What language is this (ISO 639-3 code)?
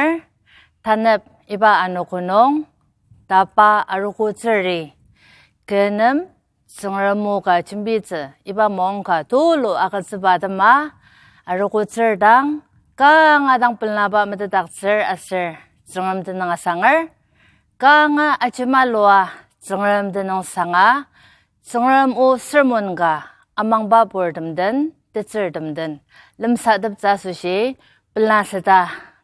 njo